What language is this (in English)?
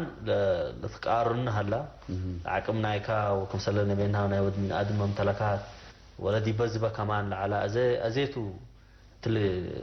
Tigre